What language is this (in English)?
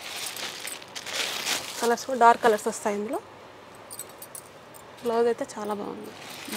Telugu